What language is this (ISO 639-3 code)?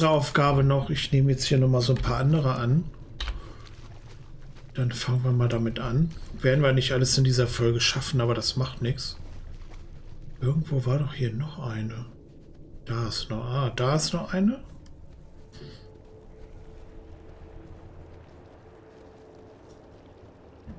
deu